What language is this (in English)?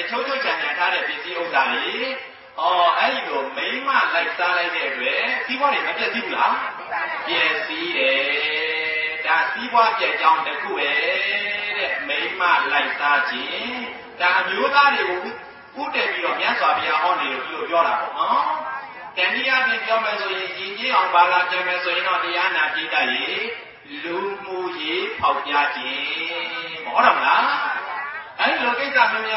Burmese